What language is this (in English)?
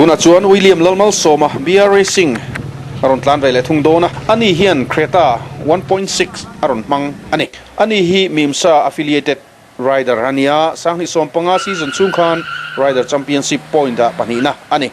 Mizo